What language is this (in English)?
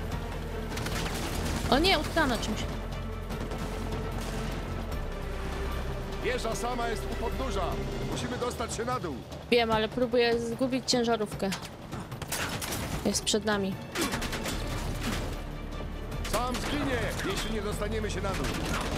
Polish